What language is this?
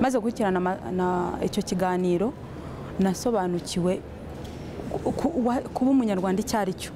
Kinyarwanda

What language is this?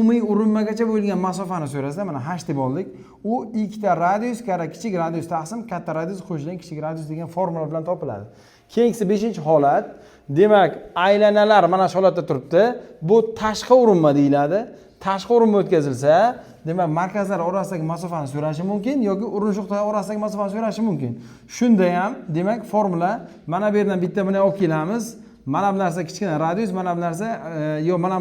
Uzbek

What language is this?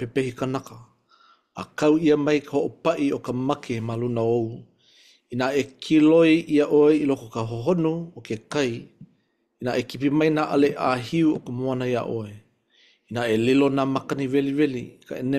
Hawaiian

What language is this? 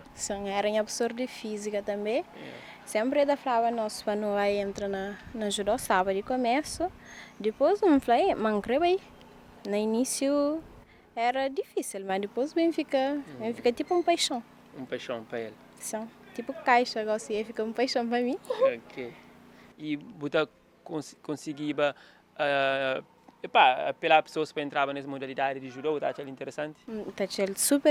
Kabuverdianu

